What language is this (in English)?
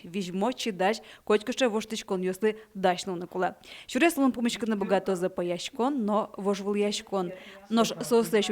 Udmurt